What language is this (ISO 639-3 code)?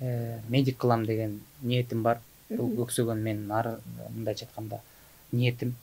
kir